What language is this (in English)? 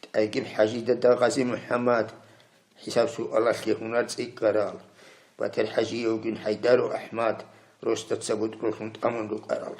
Avaric